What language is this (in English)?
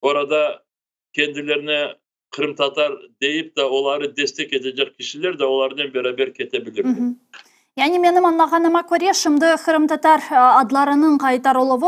Crimean Tatar